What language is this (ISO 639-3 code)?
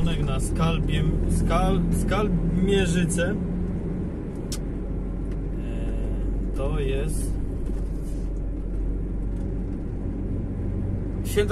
pol